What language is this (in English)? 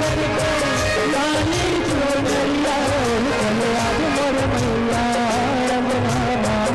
Chhattisgarhi